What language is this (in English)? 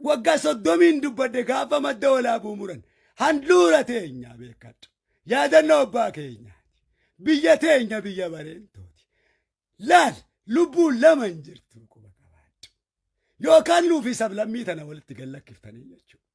Oromo